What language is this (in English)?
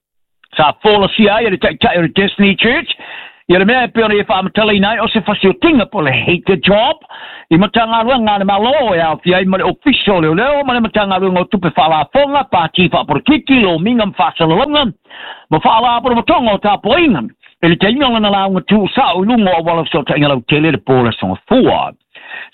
Samoan